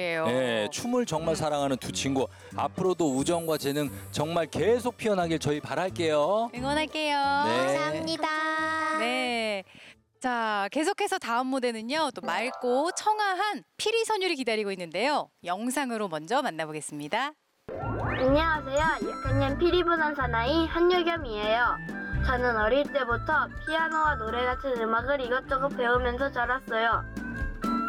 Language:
Korean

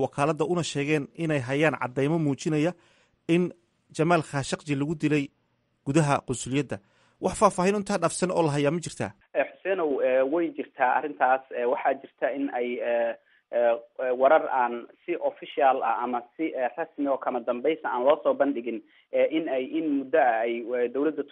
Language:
Somali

